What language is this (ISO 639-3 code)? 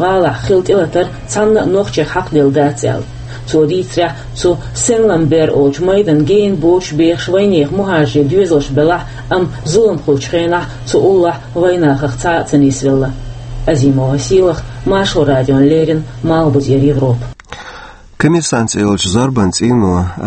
che